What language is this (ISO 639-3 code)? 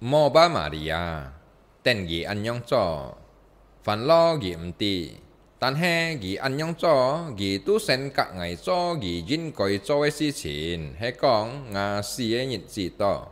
hak